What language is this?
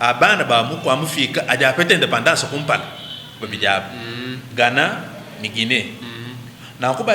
Luba-Lulua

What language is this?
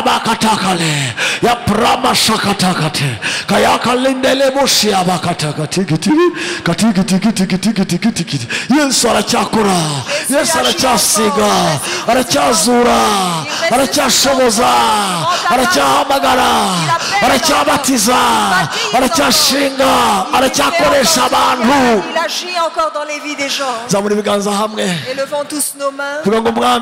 Kinyarwanda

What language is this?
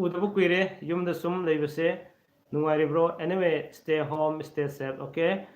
Manipuri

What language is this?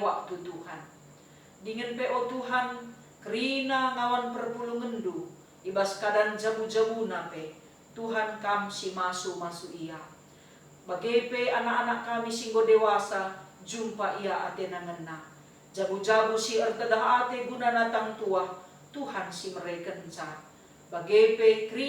Batak Karo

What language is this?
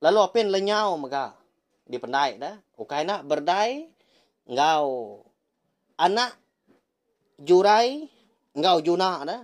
Iban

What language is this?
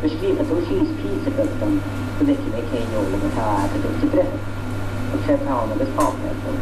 Irish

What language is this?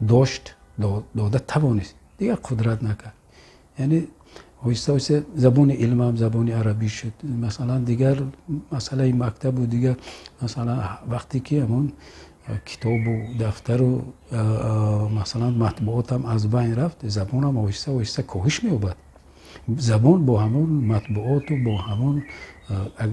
Tajik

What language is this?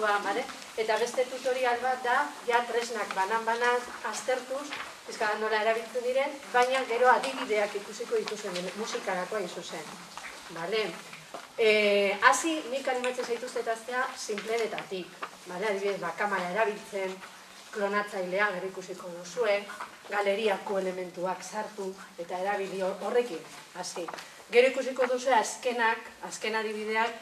Basque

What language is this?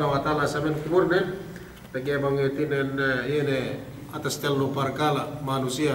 Yakan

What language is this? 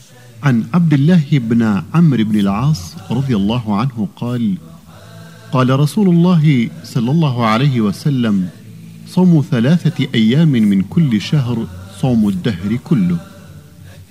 Arabic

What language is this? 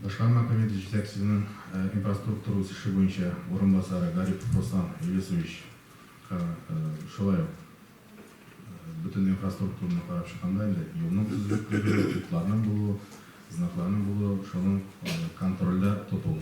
Tatar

